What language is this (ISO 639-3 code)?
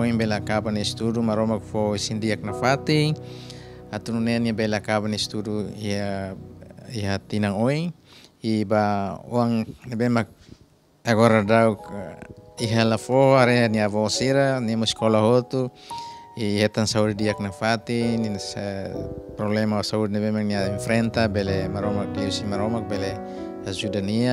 tet